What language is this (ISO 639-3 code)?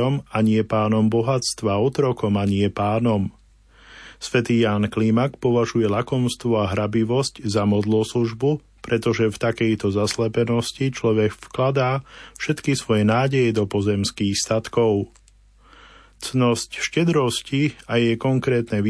slk